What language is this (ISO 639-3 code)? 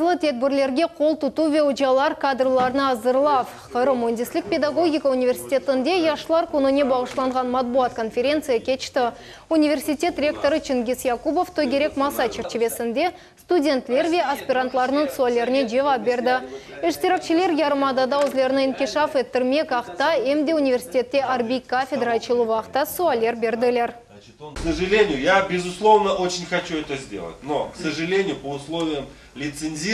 crh